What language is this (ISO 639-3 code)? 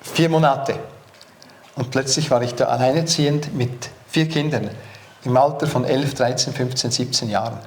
gsw